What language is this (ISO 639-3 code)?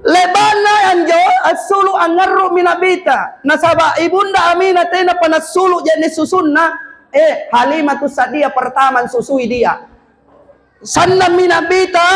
mak